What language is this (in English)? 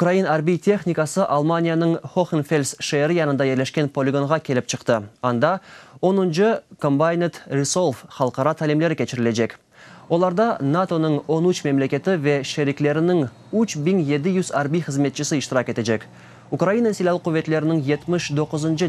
Crimean Tatar